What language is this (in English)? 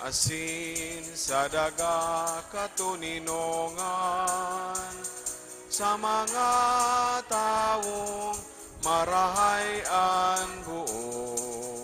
Bikol